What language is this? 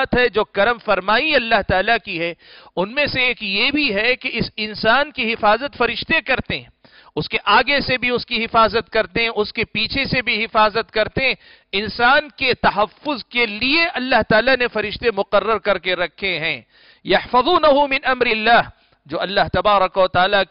Urdu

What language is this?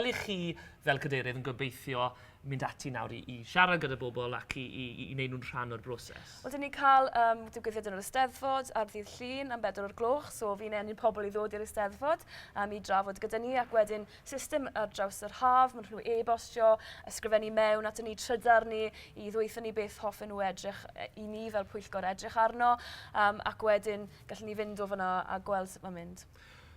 Welsh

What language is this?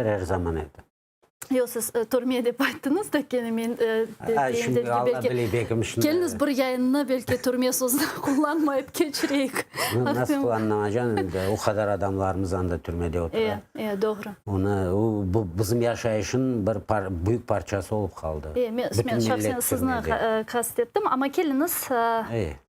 Crimean Tatar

